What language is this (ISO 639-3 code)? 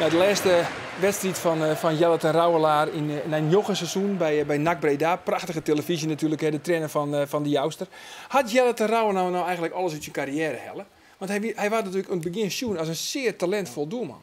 fry